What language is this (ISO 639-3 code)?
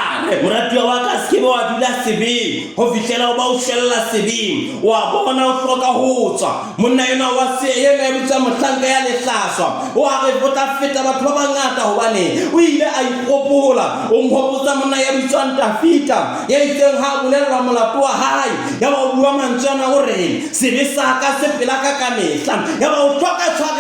sot